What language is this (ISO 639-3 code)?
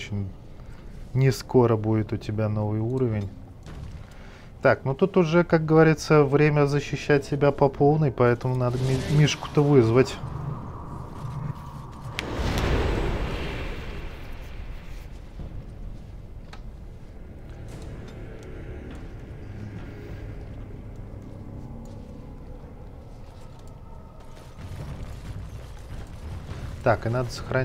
rus